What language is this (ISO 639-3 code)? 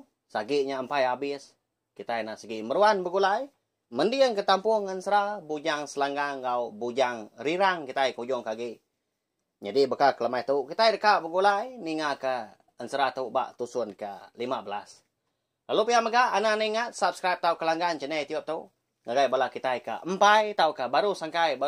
iba